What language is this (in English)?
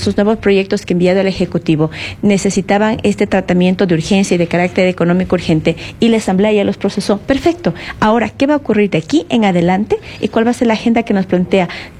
Spanish